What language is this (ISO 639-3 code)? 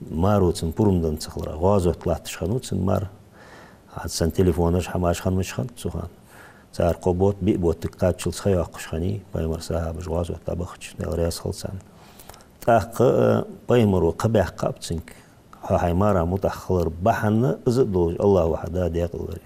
inh